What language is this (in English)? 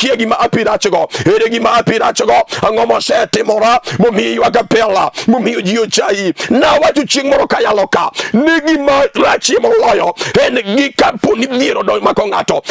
Luo (Kenya and Tanzania)